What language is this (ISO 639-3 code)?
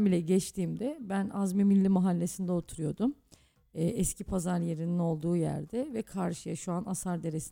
tur